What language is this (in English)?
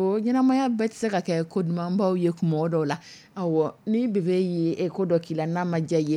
Dyula